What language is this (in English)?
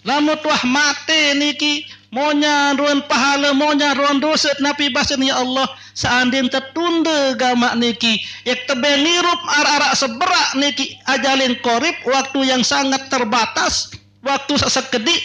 Sasak